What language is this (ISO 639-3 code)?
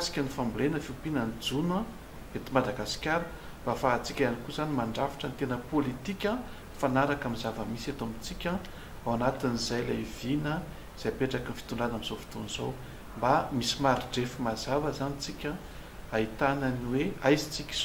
mlg